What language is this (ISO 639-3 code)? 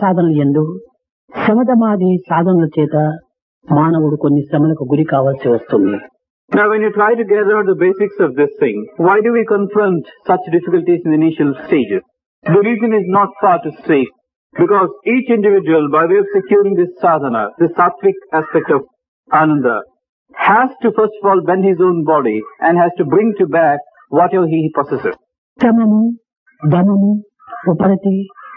tel